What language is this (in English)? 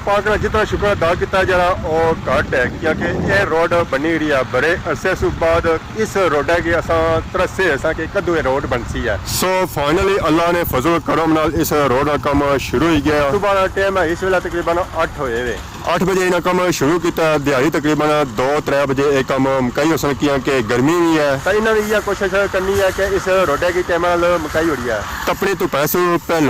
Pahari-Potwari